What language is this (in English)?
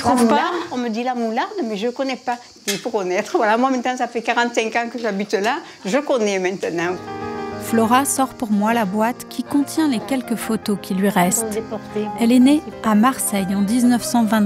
French